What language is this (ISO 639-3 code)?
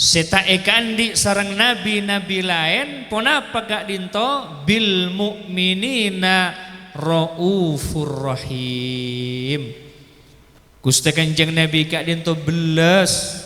mad